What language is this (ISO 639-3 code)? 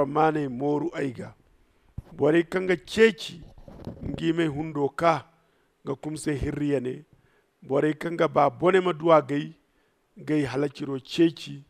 dje